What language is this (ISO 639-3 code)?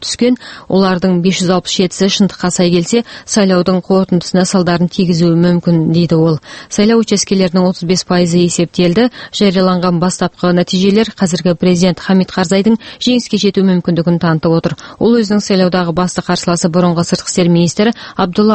kaz